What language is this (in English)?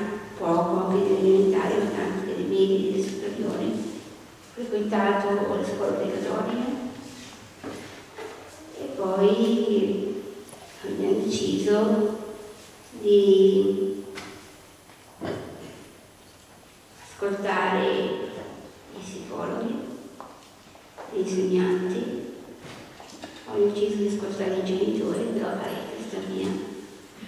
Italian